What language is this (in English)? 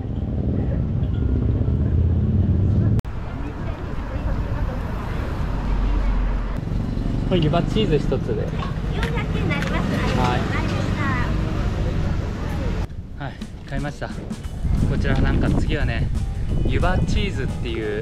Japanese